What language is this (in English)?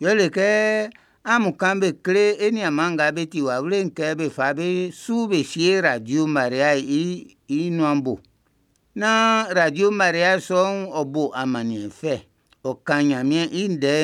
Baoulé